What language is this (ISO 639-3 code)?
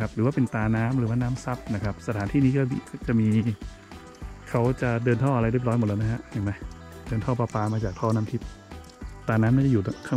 tha